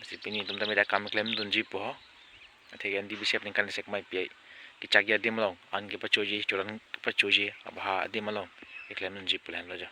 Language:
Karbi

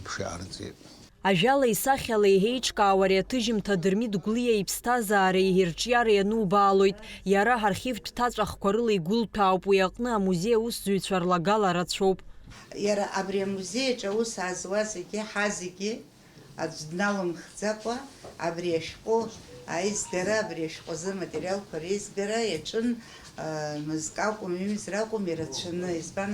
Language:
Abkhazian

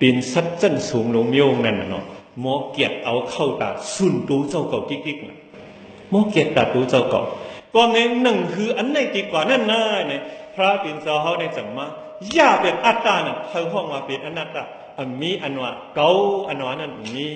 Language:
Shan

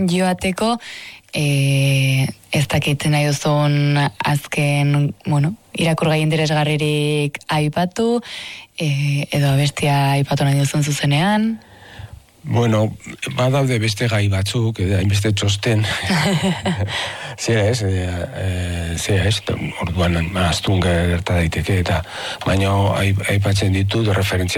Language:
Basque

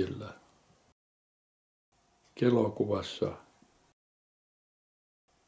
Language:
Finnish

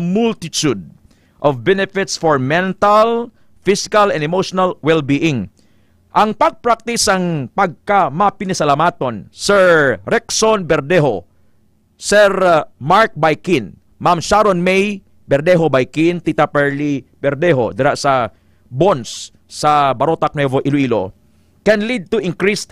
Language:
Hiligaynon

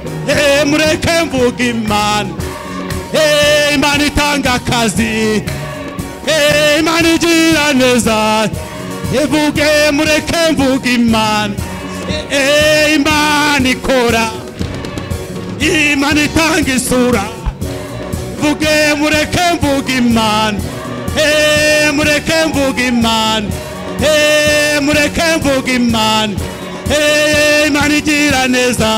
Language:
Kinyarwanda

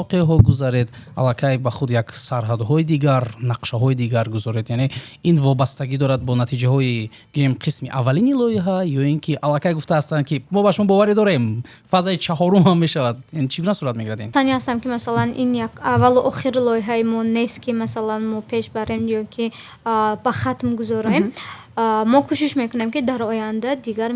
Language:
Tajik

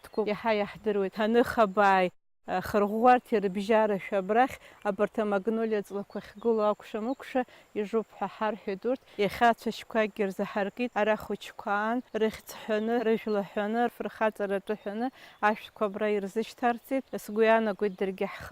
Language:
Abkhazian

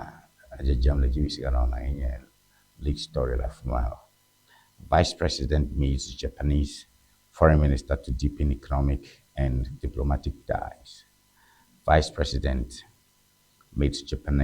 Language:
Ewe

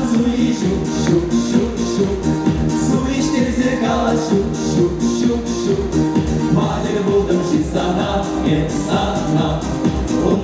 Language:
Chuvash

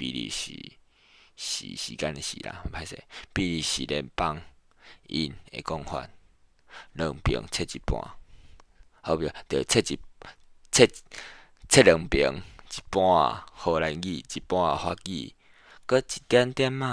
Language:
Min Nan Chinese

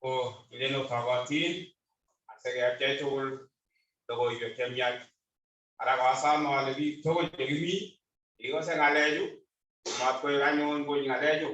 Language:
Kalenjin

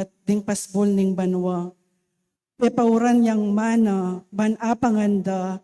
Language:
Pampanga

